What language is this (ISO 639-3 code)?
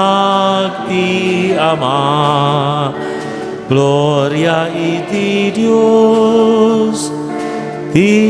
ilo